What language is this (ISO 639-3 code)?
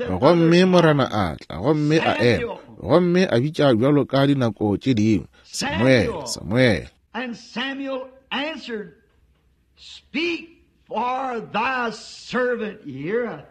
nso